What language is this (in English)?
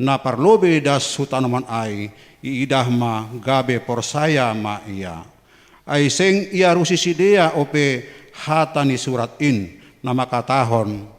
Batak Simalungun